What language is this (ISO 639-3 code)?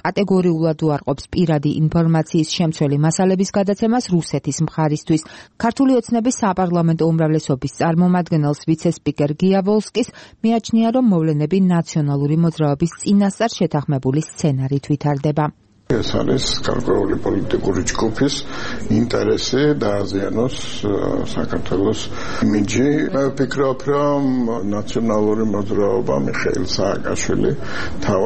kat